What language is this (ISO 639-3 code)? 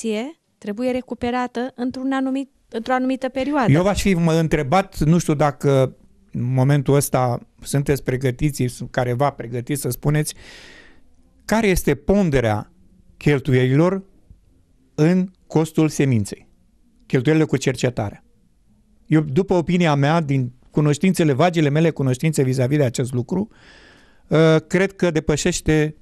ron